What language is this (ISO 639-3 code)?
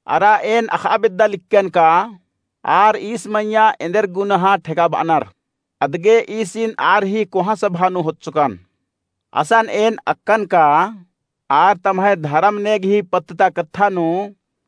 kru